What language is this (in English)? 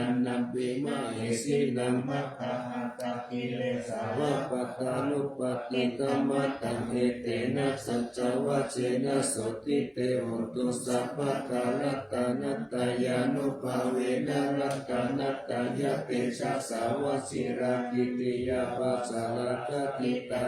Pali